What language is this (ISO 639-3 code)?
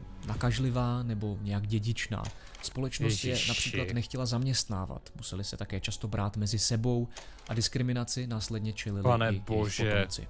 ces